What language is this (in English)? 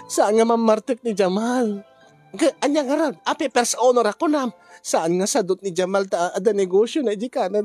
Iloko